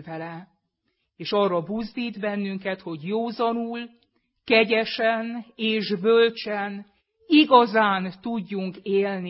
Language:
Hungarian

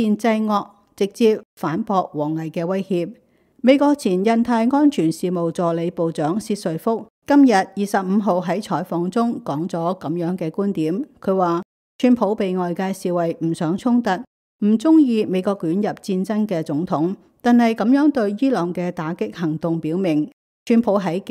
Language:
Cantonese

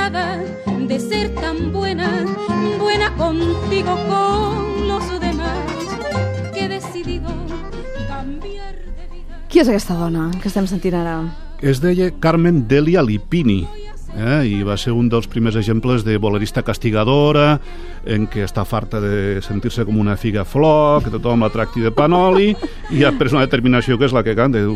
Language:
Catalan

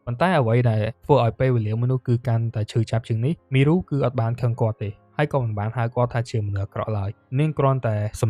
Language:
Khmer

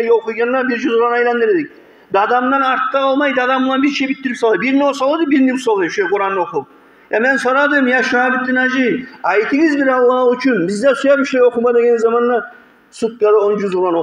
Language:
Kumyk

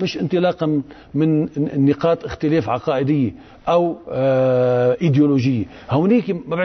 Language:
North Levantine Arabic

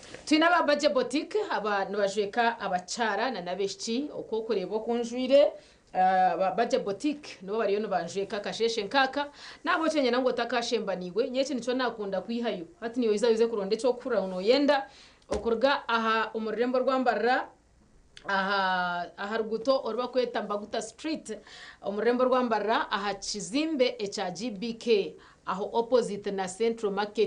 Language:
Nyankole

